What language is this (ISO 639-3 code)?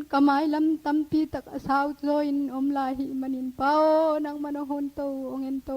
ctd